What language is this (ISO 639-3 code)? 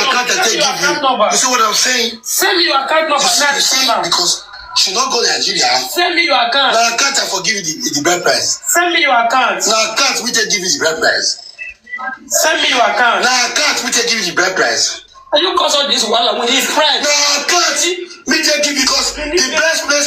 pcm